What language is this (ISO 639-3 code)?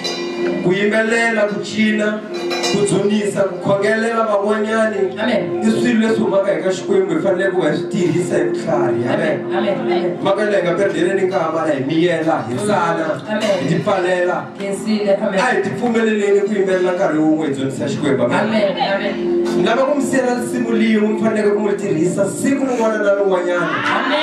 tso